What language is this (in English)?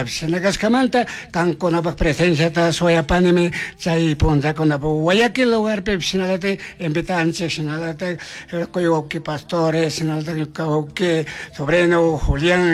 Chimborazo Highland Quichua